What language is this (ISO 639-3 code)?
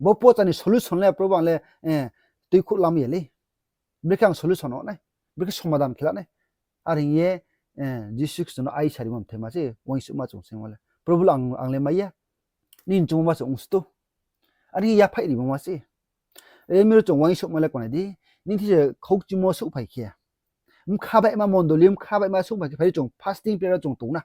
ria